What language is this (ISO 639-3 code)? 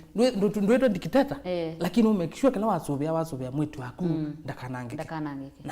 kam